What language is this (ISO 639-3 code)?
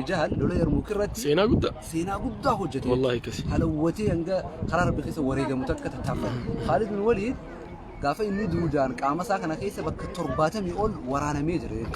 orm